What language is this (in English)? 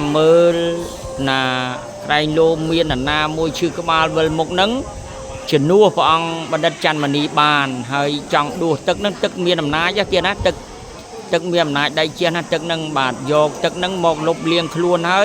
Khmer